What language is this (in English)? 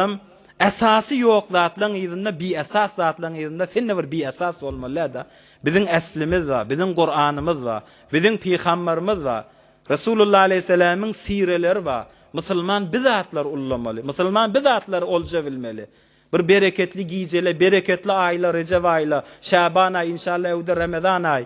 Turkmen